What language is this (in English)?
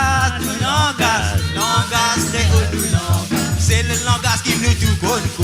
Morisyen